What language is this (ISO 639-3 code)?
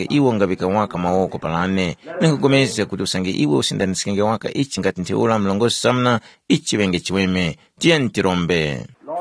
tum